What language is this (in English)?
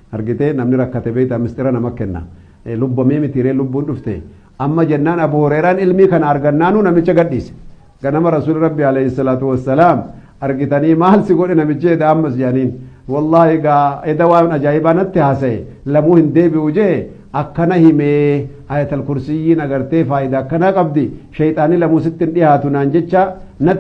Oromo